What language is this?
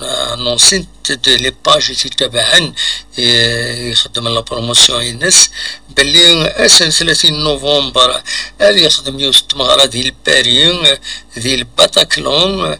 Kabyle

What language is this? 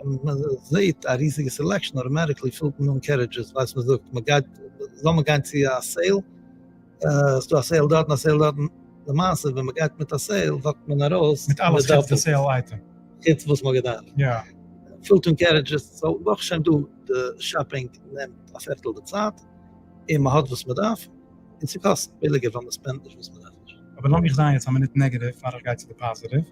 Yiddish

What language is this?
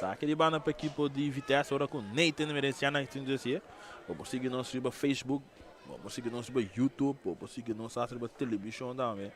Papiamento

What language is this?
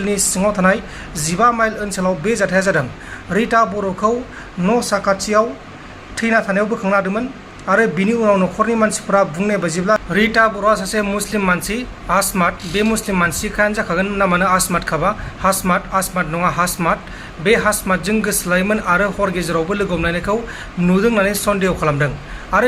Bodo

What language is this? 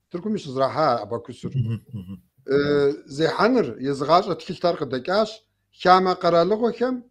Kabardian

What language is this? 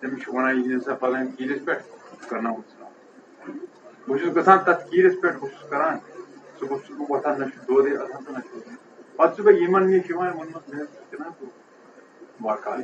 Kashmiri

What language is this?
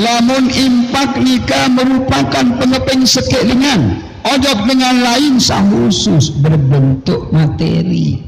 Sasak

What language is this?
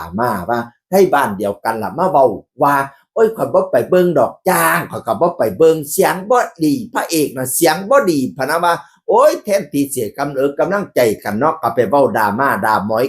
Northeastern Thai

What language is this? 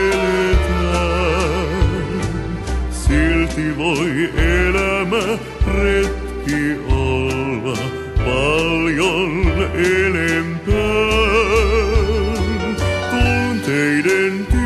Finnish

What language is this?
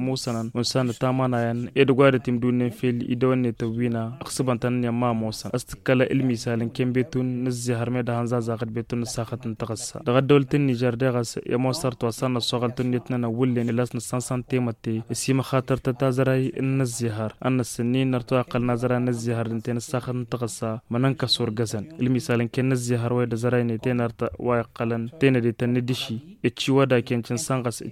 Tamasheq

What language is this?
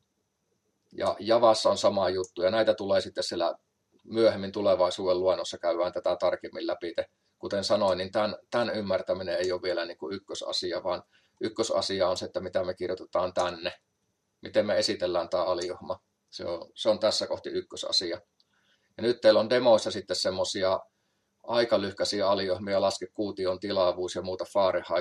Finnish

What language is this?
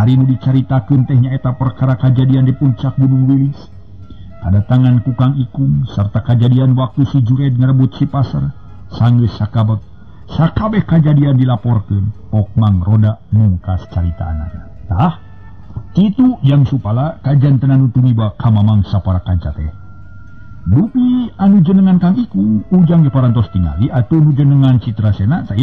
Sundanese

